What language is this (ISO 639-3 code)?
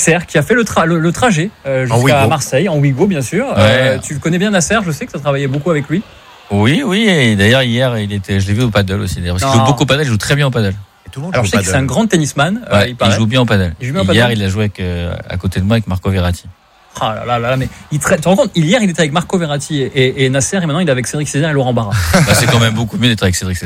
fra